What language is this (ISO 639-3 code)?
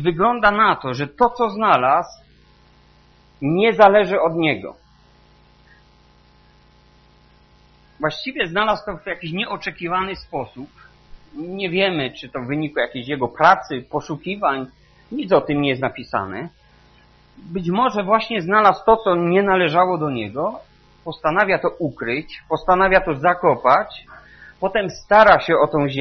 pol